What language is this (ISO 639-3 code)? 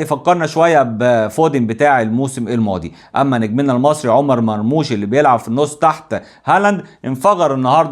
arz